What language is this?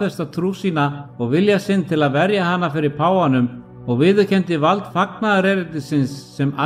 Icelandic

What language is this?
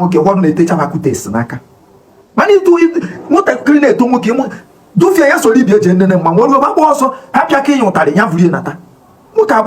Igbo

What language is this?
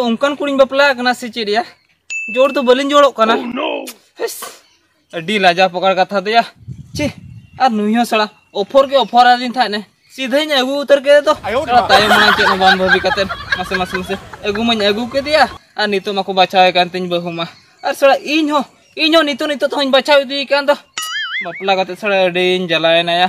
Santali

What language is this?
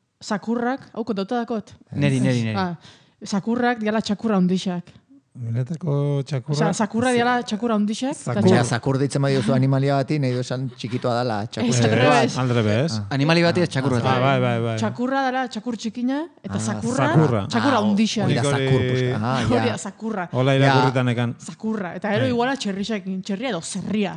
Basque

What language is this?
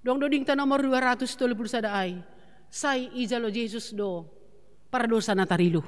Batak Simalungun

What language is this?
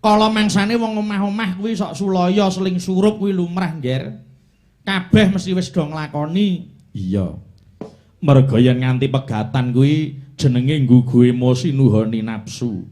Javanese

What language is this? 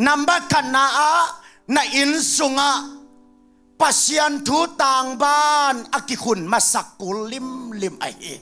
Tedim Chin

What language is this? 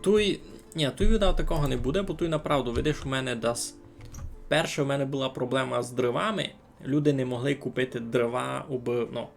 Rusyn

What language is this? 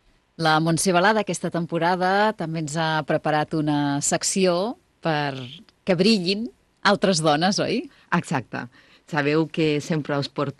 Catalan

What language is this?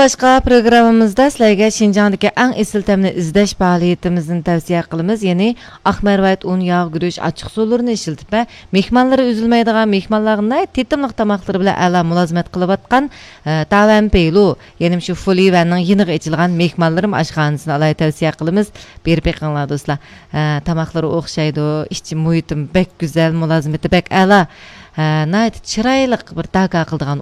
Uyghur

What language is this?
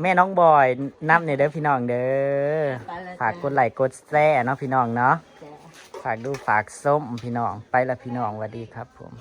Northeastern Thai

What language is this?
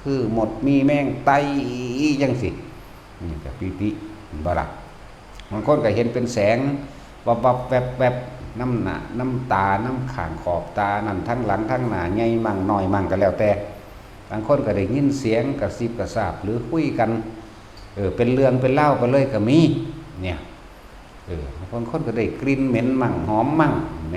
Northeastern Thai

